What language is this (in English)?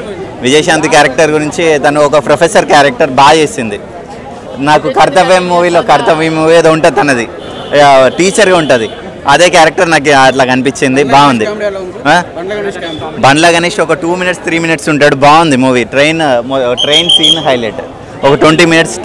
Telugu